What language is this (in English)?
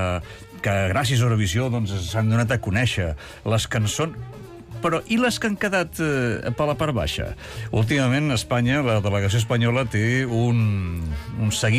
Catalan